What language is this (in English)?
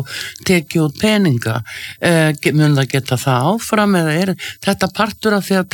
Icelandic